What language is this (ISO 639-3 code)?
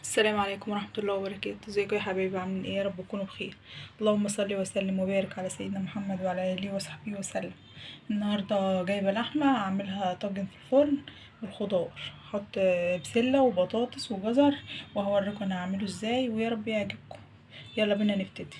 arz